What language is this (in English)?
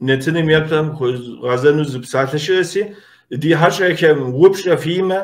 Kabardian